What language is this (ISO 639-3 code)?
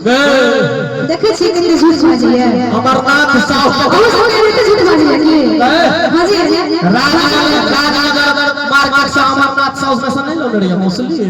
mai